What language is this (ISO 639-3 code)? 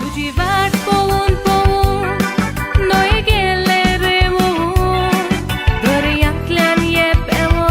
kok